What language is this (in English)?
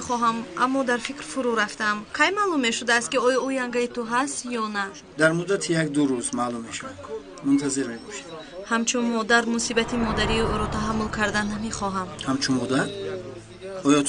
Tajik